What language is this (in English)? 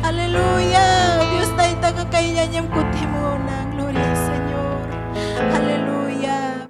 Ayacucho Quechua